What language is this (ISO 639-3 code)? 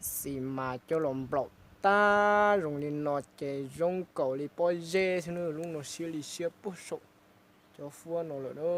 hmn